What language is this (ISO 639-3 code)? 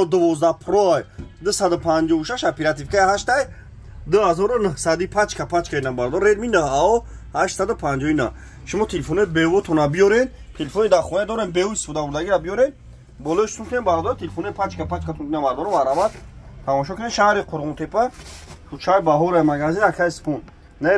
tgk